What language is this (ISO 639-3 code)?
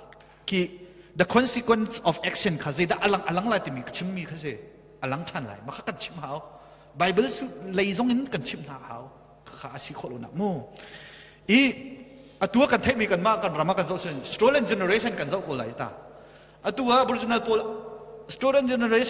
cnh